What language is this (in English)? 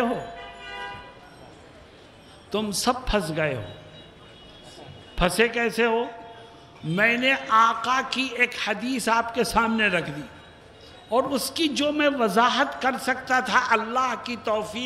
Urdu